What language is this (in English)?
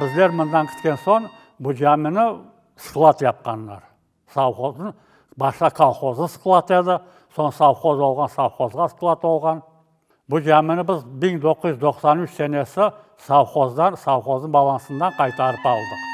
Crimean Tatar